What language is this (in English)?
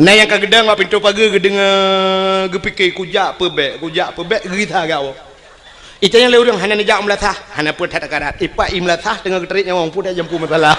Achinese